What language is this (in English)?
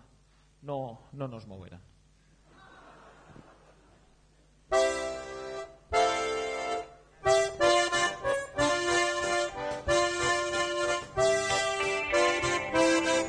Basque